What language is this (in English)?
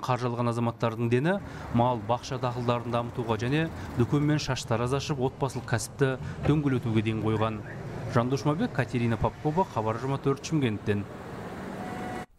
Kazakh